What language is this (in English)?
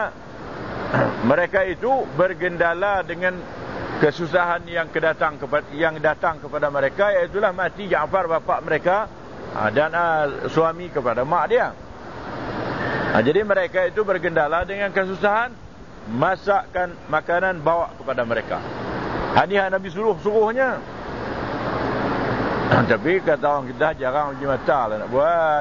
Malay